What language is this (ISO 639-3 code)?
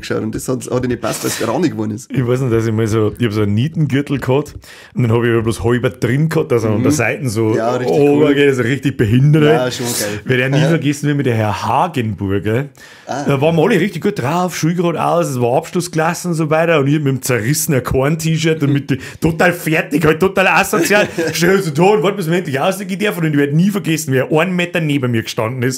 bar